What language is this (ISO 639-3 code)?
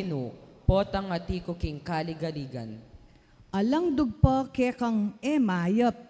pam